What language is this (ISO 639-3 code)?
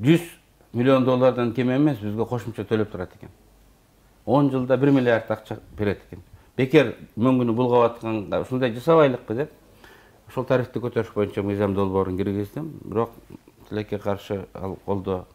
kir